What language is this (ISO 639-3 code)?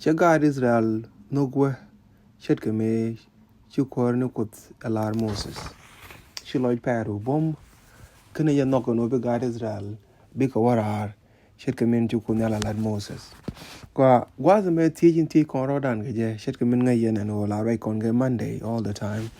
nus